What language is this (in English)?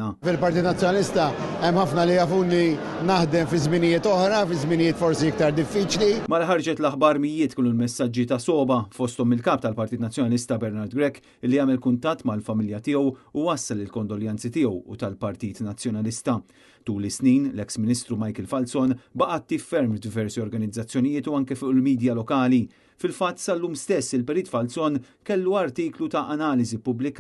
Maltese